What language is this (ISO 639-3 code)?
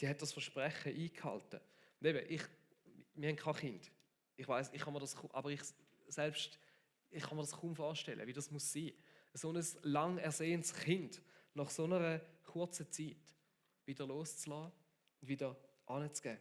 gsw